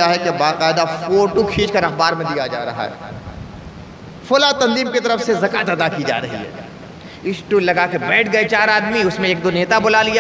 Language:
Urdu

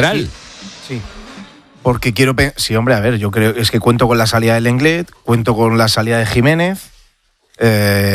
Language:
Spanish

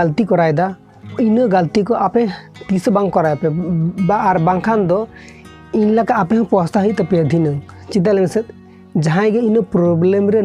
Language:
Santali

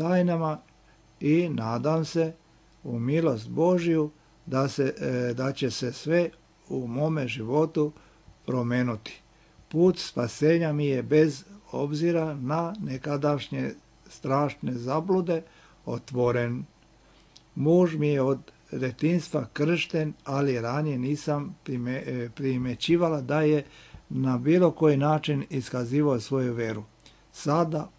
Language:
Serbian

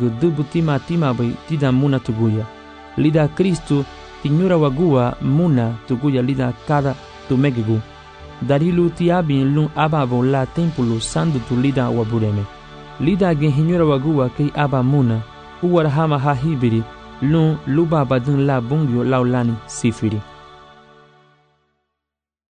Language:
Garifuna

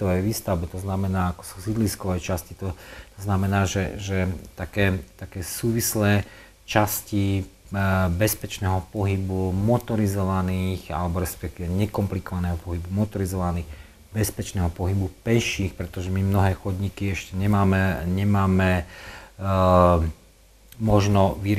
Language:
Slovak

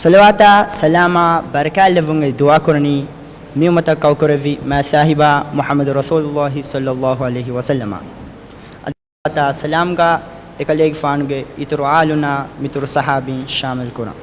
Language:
Divehi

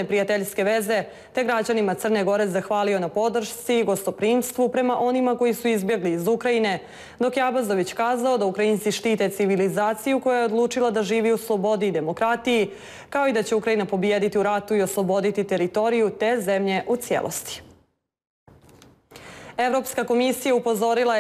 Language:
Serbian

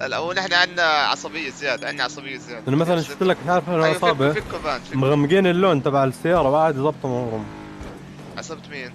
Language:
North Levantine Arabic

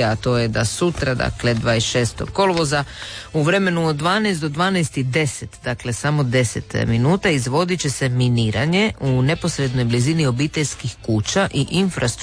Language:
Croatian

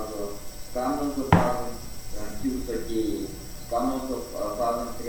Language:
Erzya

